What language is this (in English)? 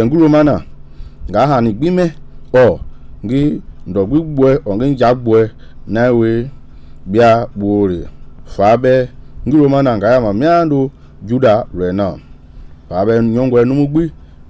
Mende